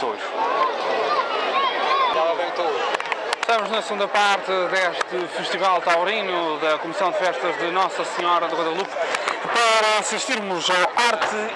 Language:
Portuguese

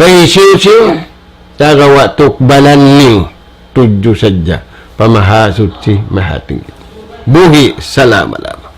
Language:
Tausug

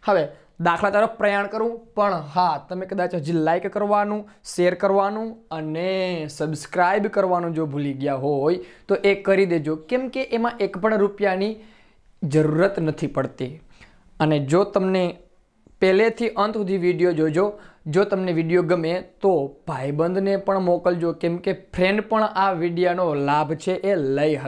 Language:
Gujarati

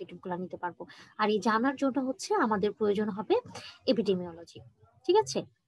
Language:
Bangla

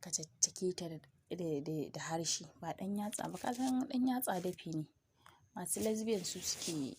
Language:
Hausa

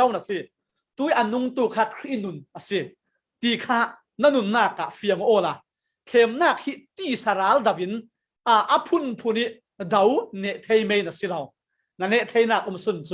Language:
Falam Chin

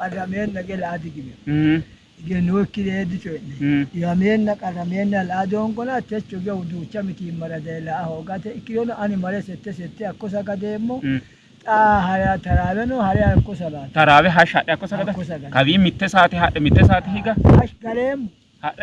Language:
Sidamo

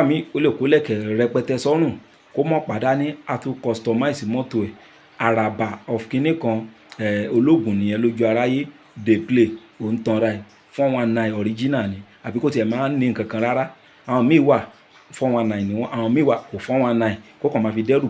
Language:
Yoruba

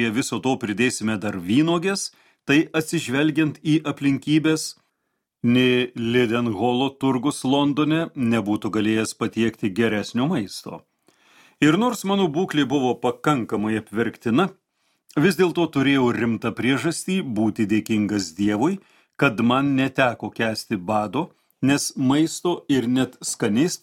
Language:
Lithuanian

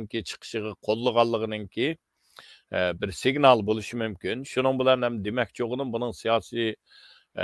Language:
Uyghur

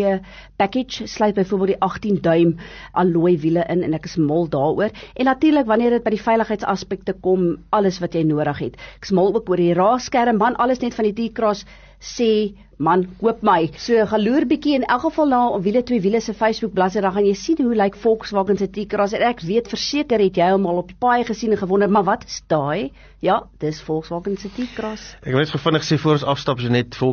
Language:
Afrikaans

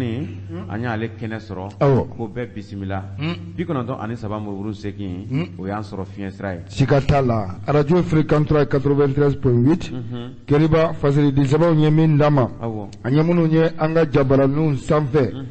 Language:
Bambara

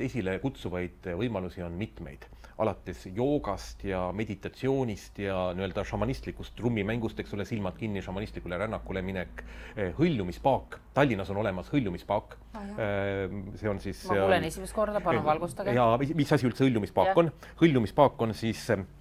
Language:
Estonian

